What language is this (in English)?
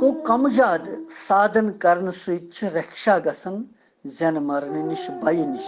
Kashmiri